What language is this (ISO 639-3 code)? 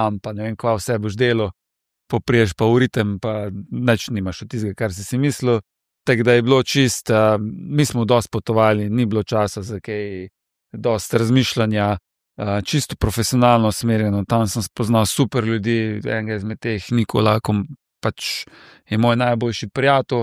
slv